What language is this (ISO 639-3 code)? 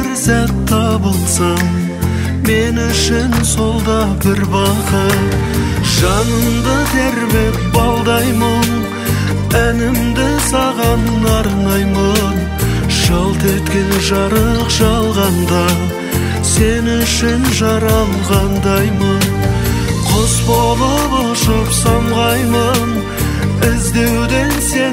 kaa